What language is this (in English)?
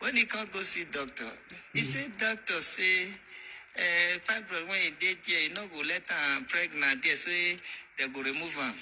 Nigerian Pidgin